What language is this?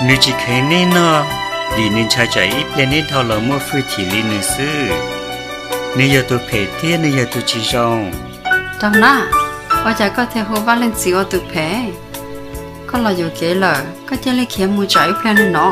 Hmong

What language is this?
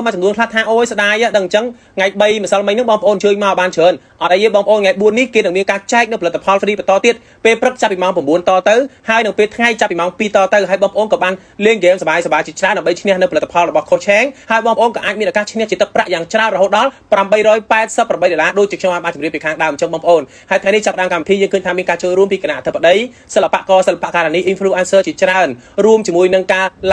Khmer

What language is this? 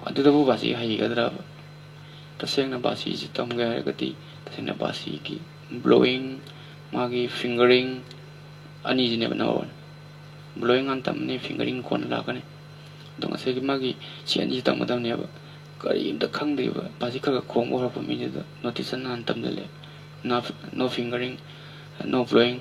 Manipuri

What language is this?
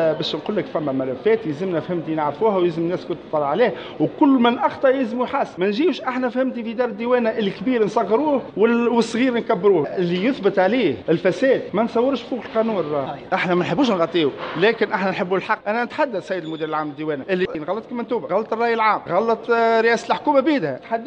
Tunisian Arabic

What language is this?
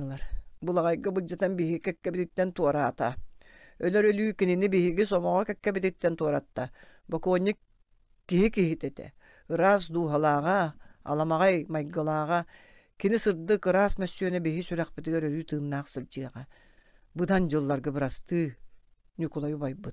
Yakut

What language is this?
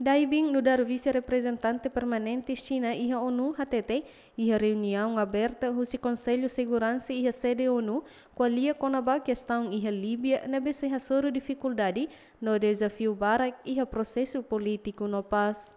Tetum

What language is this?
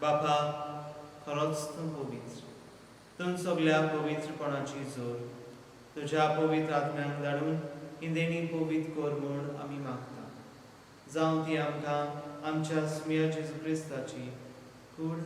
Konkani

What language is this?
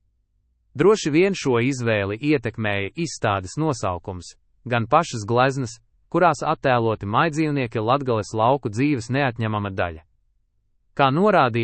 Latvian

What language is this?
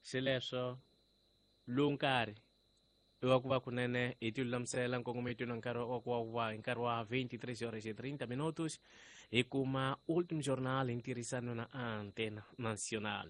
Tsonga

